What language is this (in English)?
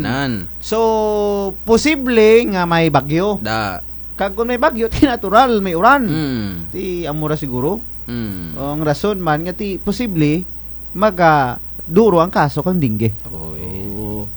Kinaray-a